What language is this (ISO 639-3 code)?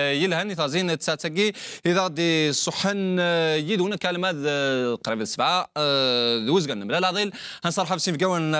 kab